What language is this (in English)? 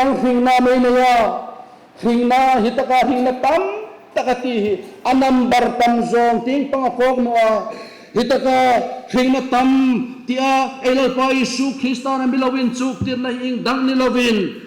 Hmar